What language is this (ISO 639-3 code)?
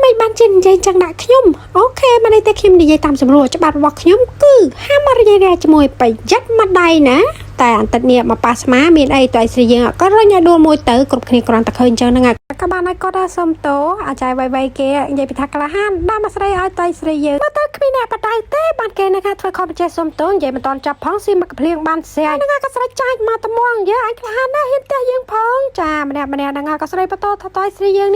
khm